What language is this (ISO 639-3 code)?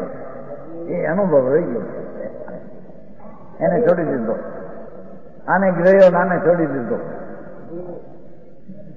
guj